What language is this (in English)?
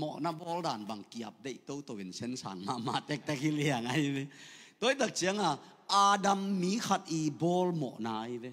Tedim Chin